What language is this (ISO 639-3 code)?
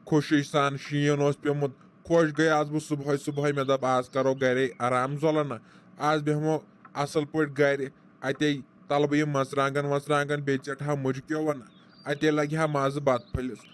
kas